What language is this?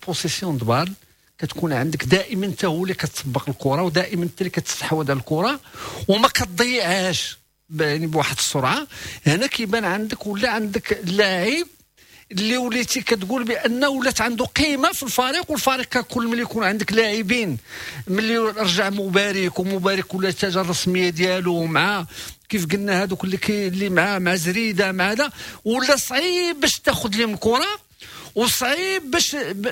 Moroccan Arabic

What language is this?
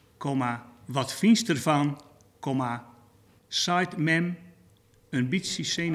Western Frisian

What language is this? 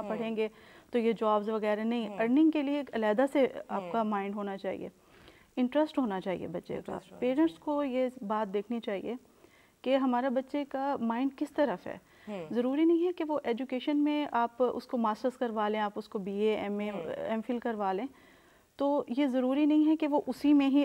Urdu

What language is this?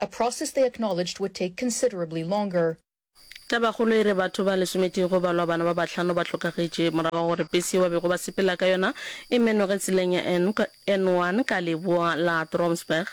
Northern Sotho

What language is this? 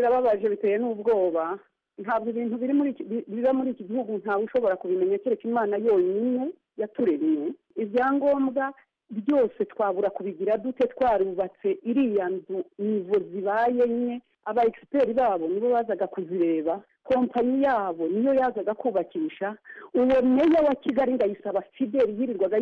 Kinyarwanda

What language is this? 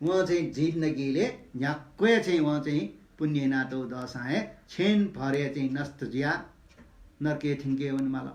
Newari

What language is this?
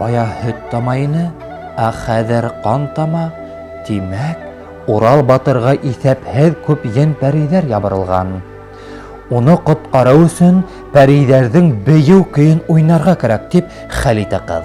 Bashkir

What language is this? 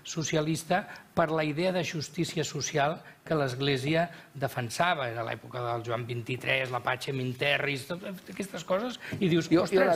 Catalan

